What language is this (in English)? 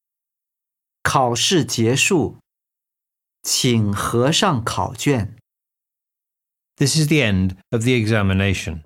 Chinese